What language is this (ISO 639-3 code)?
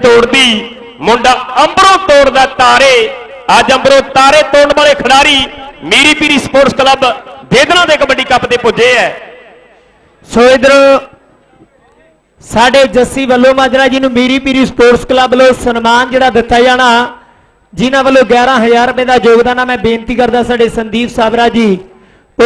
pan